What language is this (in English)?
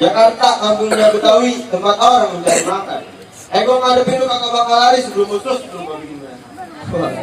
Betawi